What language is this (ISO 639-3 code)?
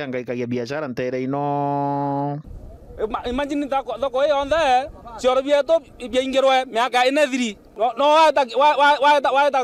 mer